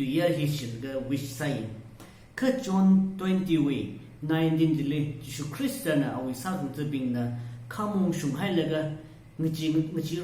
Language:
Tangkhul Naga (India)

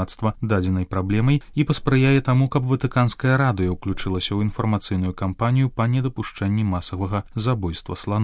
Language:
Belarusian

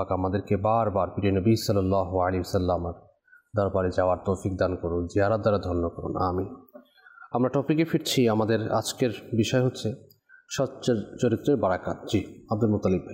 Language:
Bangla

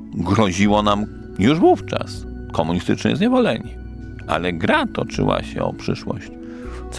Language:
Polish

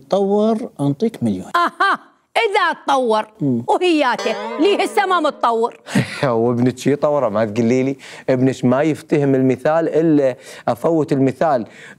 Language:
Mesopotamian Arabic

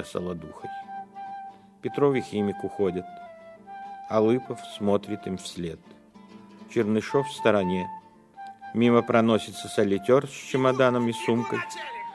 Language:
Russian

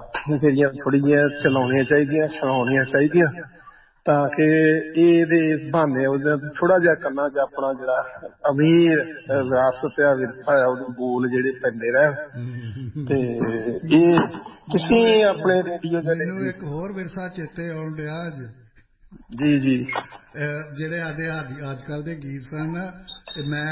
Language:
Punjabi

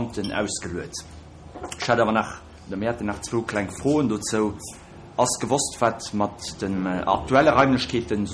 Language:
Luxembourgish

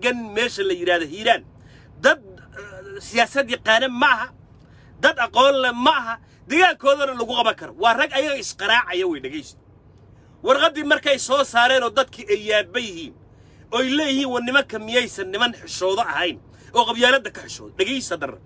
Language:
Somali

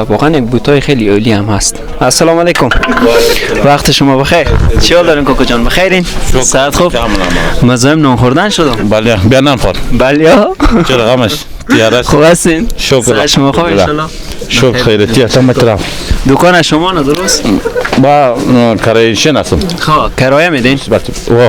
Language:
Persian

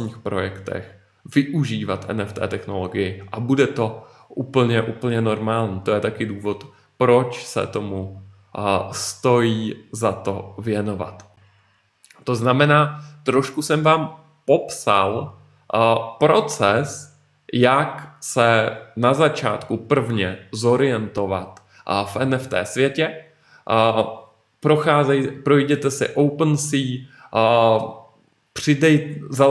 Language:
Czech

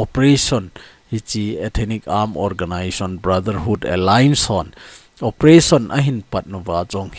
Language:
Thado Chin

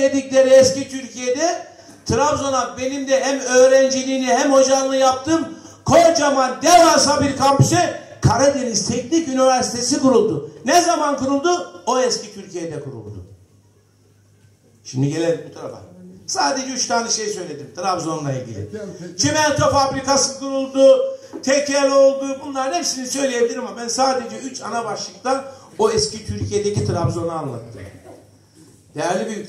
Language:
Turkish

